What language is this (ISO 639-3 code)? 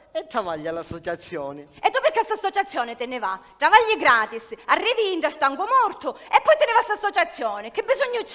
scn